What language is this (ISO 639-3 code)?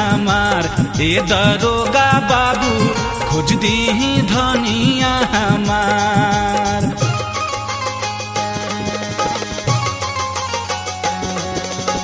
bho